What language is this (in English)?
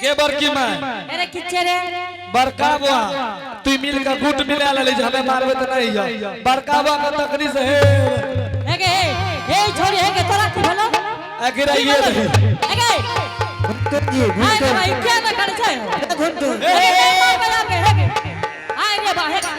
Angika